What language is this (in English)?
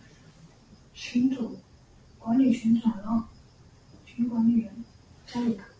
Chinese